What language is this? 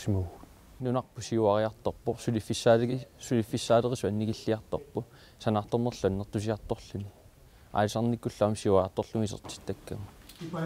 Kalaallisut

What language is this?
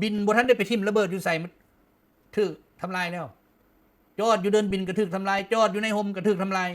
Lao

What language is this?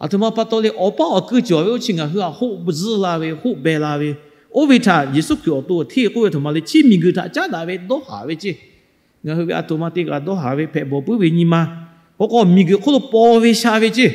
Lahu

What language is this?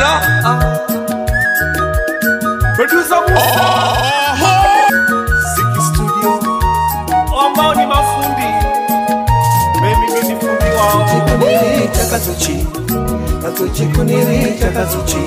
Swahili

